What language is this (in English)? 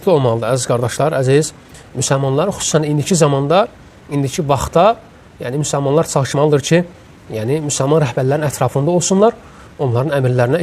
Azerbaijani